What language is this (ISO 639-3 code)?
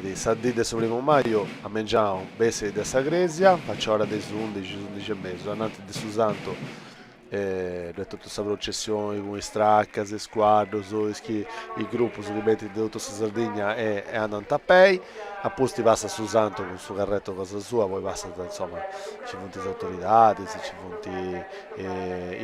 srd